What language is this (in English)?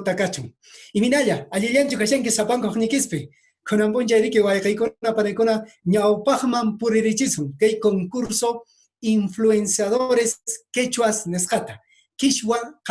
Quechua